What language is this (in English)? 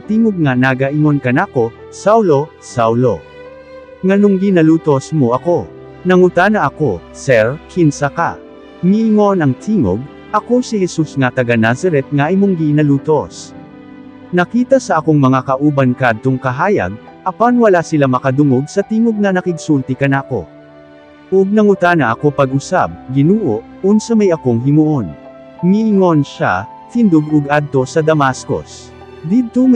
Cebuano